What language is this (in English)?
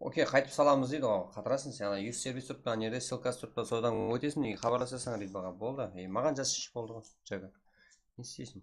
Kara-Kalpak